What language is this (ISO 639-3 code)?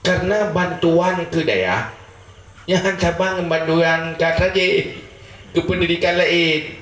ace